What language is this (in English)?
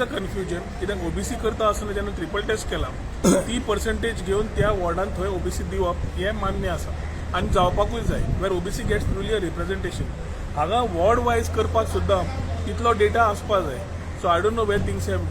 Konkani